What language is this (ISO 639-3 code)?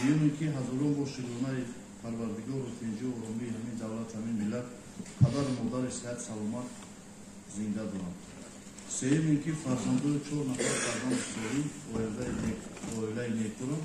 tgk